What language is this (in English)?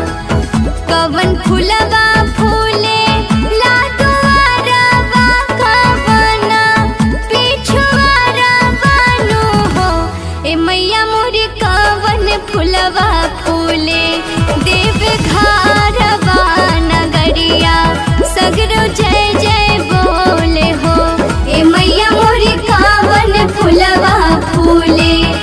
Bhojpuri